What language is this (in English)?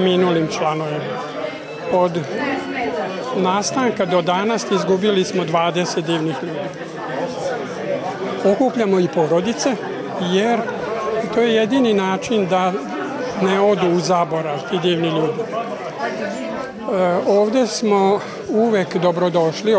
Serbian